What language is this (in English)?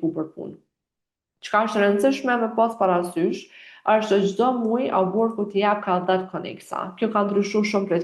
Albanian